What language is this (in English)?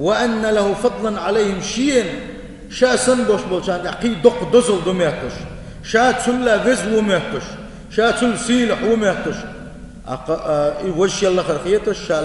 Chechen